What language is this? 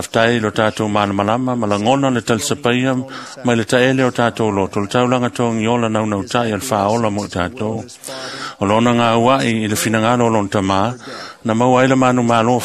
Samoan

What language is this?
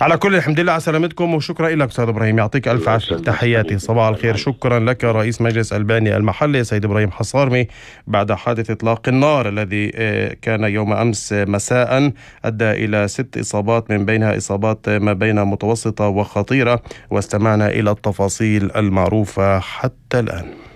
North Levantine Arabic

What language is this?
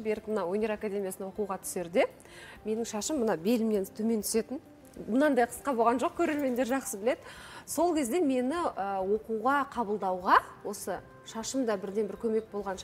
Kazakh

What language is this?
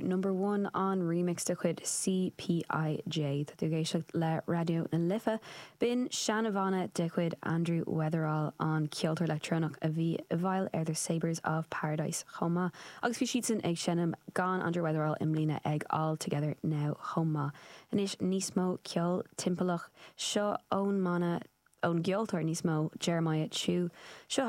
Irish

